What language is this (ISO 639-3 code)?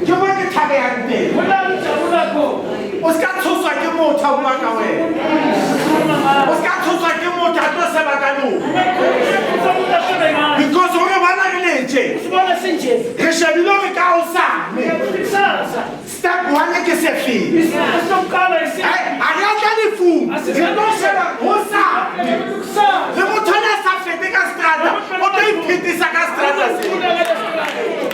sot